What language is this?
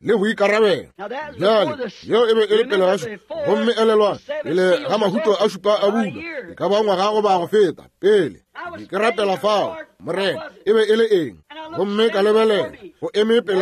Northern Sotho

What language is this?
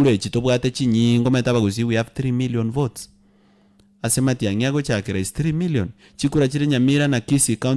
Gusii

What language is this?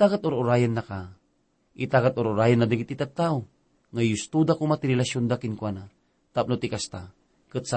Iloko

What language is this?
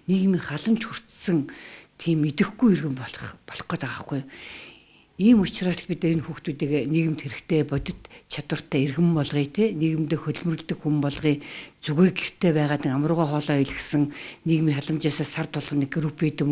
Mongolian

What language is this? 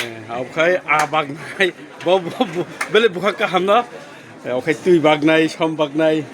Kok Borok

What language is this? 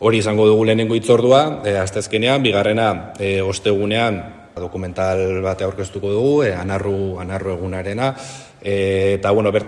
Basque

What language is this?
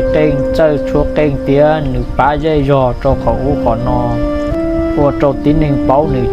Hmong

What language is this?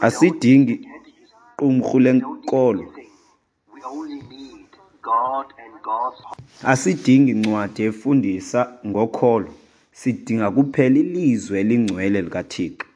Xhosa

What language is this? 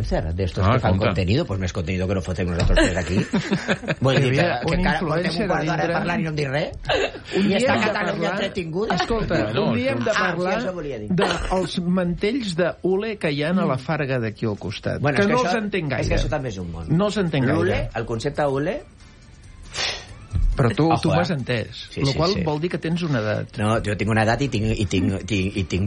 Catalan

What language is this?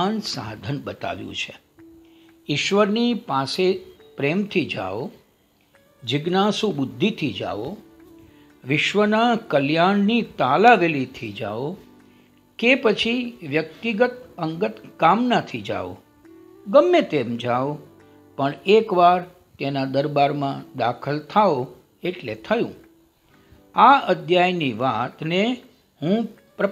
Gujarati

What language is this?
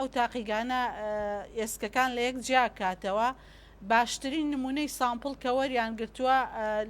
Central Kurdish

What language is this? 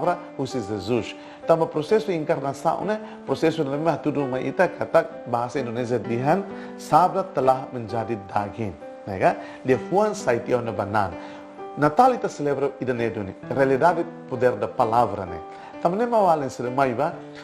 Tetum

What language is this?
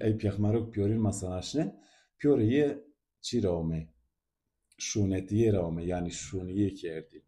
Zaza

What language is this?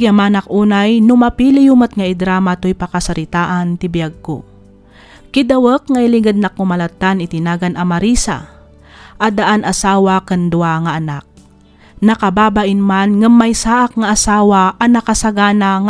Iloko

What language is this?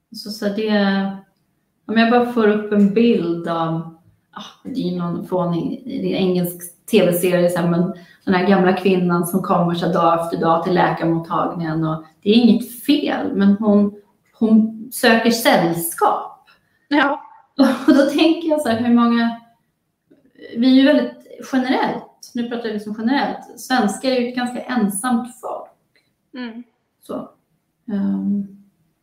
Swedish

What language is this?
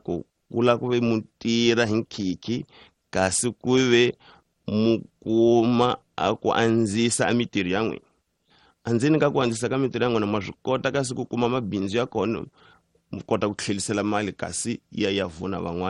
Tsonga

